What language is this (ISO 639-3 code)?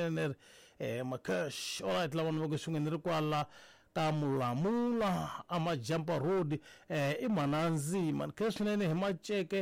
tso